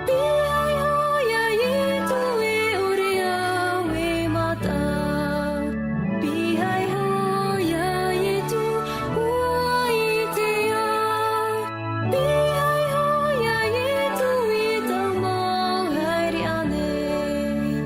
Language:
Tahitian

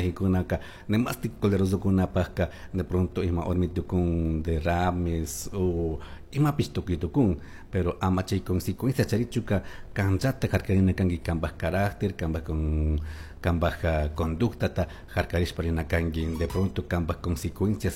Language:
Chimborazo Highland Quichua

